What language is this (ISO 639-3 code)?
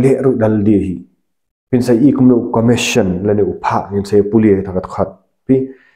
kha